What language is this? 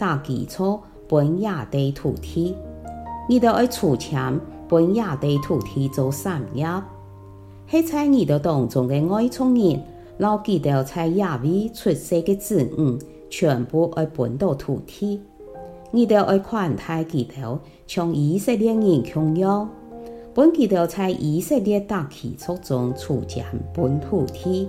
Hakka Chinese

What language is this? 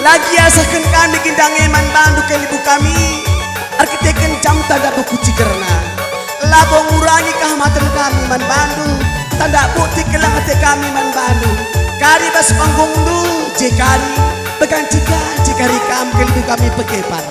Batak Karo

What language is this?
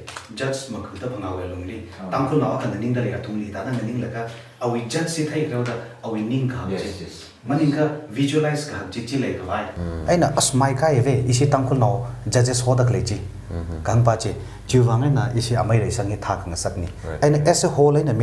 Tangkhul Naga (India)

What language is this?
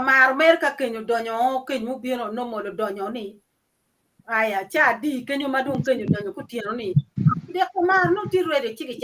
Acoli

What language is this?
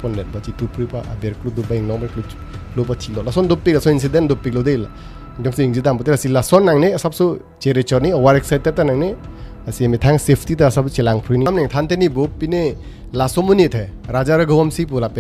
Karbi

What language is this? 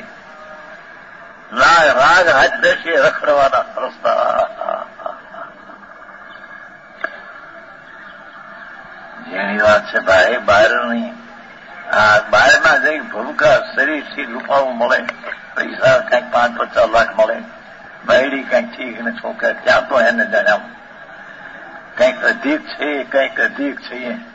Gujarati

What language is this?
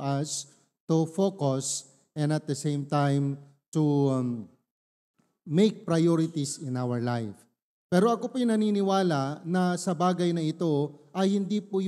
Iloko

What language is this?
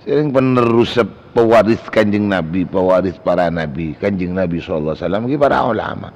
Madurese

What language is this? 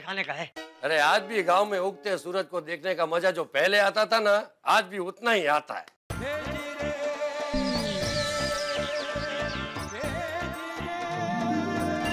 Hindi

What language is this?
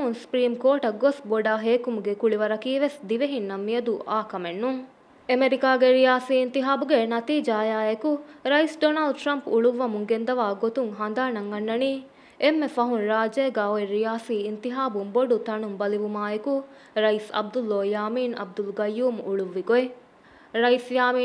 Divehi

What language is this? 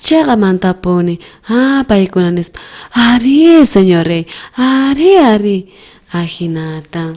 South Bolivian Quechua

